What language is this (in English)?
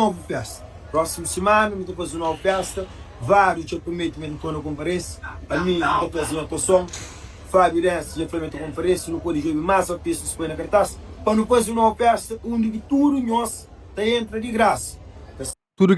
Kabuverdianu